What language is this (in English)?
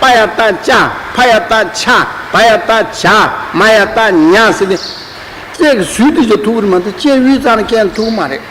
Tibetan